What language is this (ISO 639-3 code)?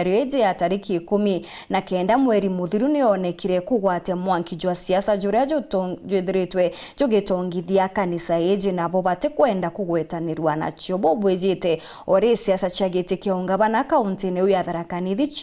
mer